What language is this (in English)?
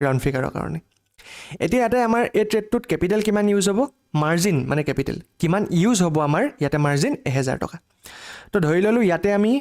Assamese